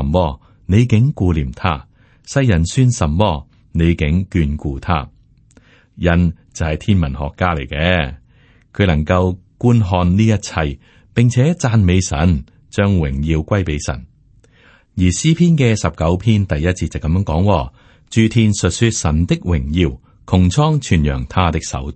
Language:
Cantonese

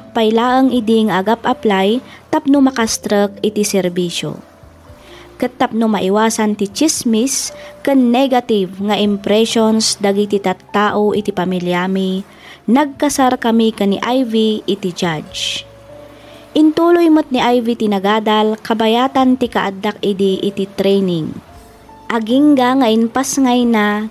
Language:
Iloko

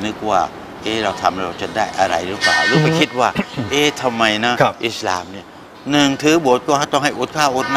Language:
Thai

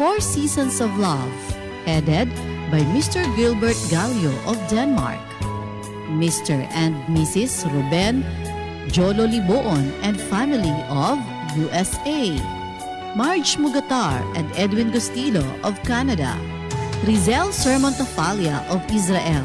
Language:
Hiligaynon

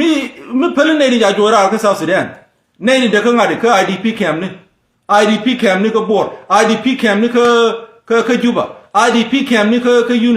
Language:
Nuer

